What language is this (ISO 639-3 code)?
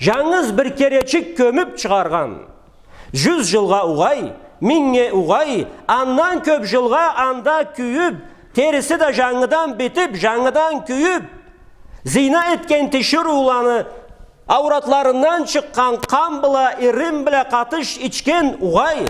krc